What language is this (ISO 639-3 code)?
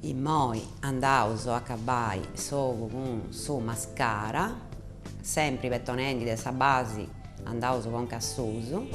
srd